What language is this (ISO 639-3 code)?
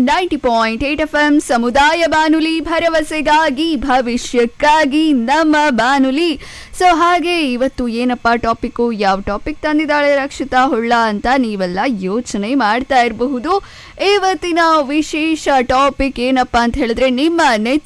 kan